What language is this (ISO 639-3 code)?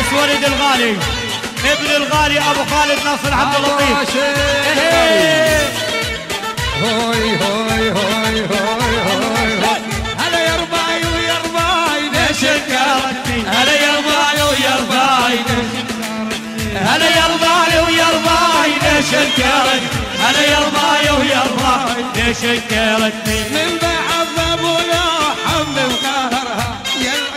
ajp